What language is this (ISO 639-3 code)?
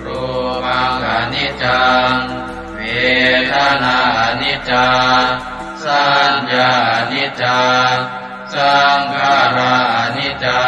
pli